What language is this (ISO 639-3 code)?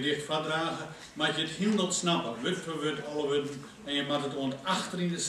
fry